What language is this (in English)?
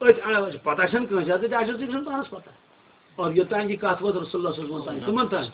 Kashmiri